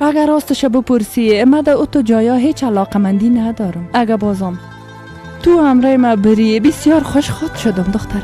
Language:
Persian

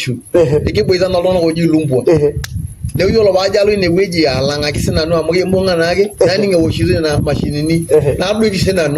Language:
Masai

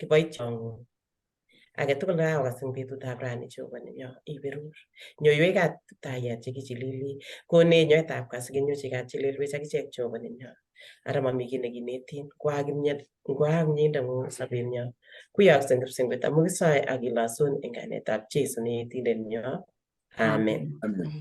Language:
Kalenjin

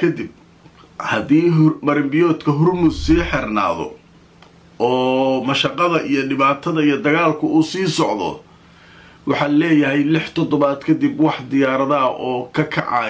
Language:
Somali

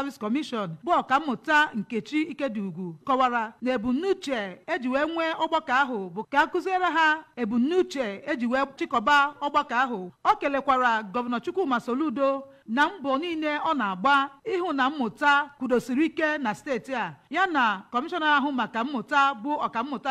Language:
Igbo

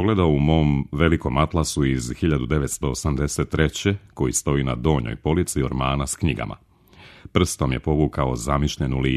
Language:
Serbian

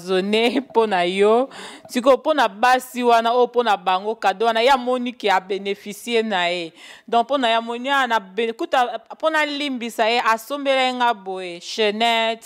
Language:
Lingala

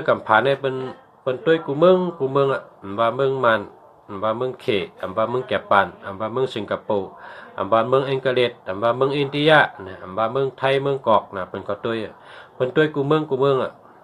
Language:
Shan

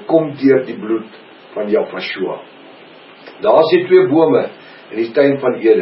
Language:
Afrikaans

